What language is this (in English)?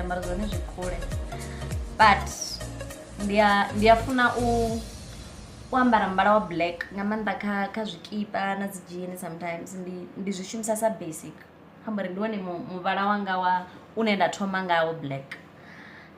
Venda